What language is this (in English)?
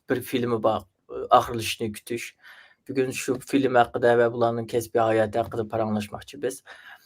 Uyghur